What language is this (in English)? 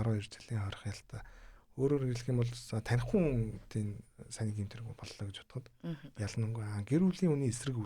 Mongolian